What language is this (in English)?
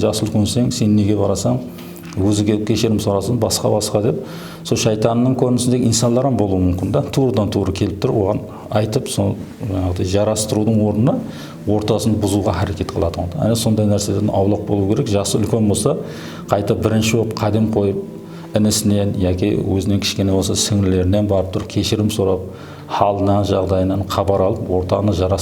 Kara-Kalpak